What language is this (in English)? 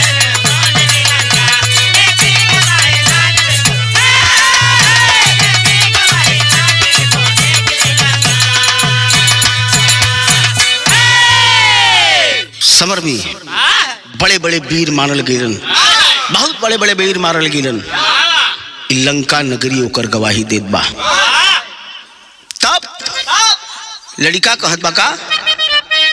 Bhojpuri